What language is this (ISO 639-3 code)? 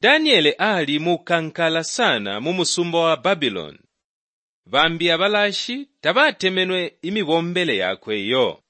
bem